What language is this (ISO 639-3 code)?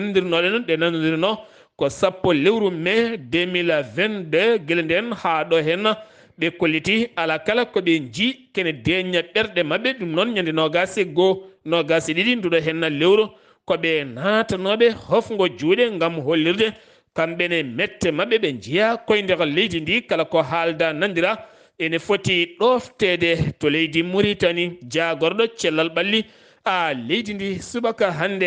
ful